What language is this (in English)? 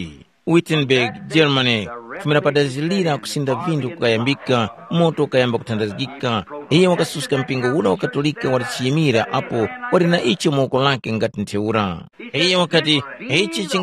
Tumbuka